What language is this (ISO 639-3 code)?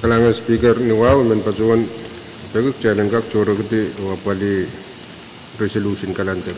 pon